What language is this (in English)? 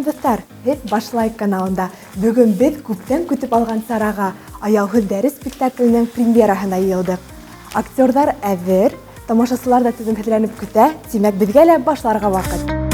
Bashkir